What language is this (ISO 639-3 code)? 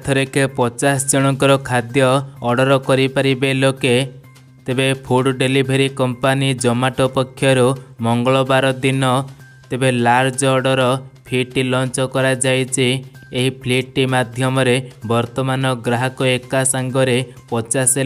ori